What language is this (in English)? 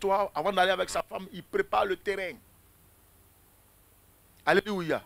French